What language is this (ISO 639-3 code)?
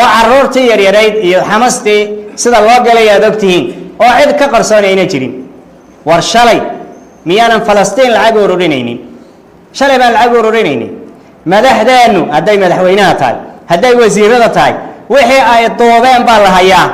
som